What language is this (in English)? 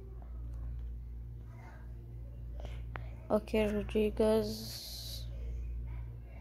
Arabic